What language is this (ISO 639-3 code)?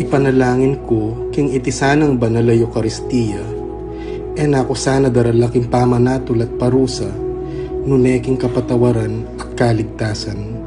pam